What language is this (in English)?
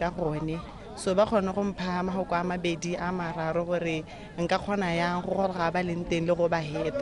Tswana